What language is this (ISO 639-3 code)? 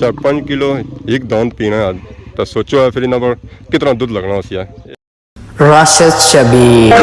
phr